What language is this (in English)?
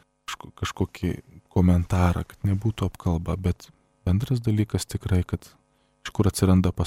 Lithuanian